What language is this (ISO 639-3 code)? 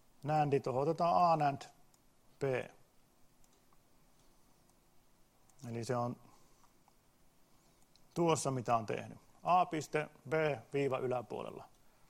fin